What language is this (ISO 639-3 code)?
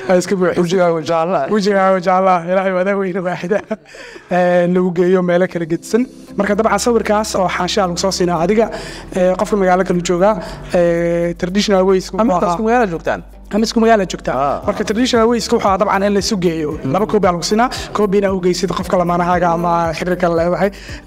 som